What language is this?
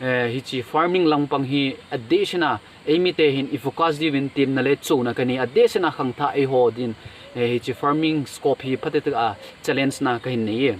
Thado Chin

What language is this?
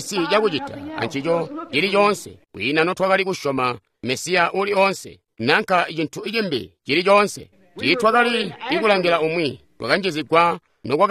Tonga (Zambia)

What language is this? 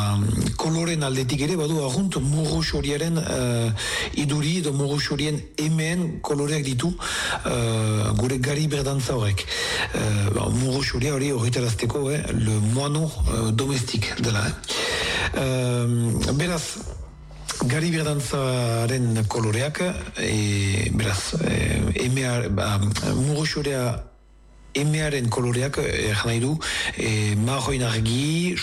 Basque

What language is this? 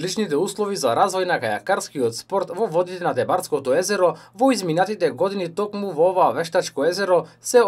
Macedonian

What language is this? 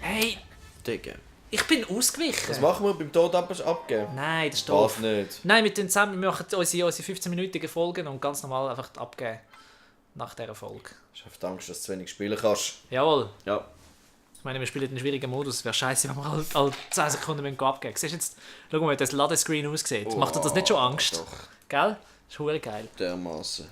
Swiss German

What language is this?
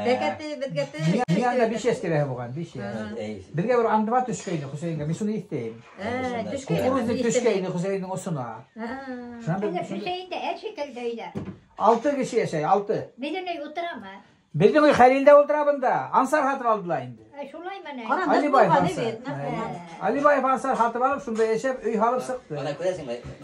Bashkir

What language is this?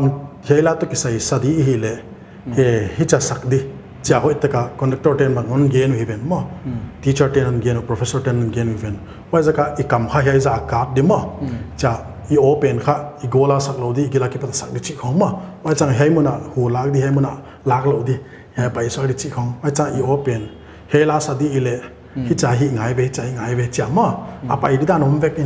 Paite Chin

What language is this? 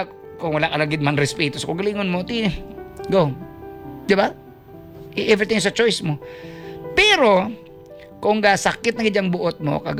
Hiligaynon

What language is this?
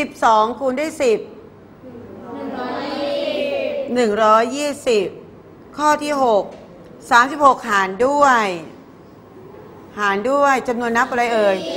Thai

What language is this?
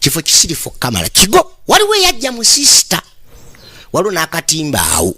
Ganda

